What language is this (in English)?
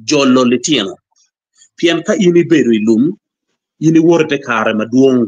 Acoli